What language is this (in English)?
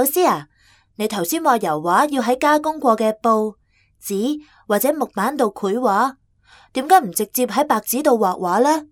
Cantonese